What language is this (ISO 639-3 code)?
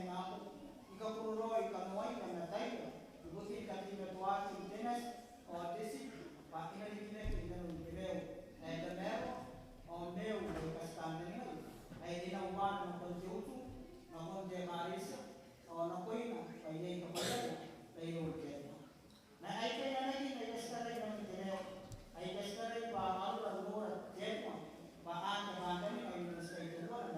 gil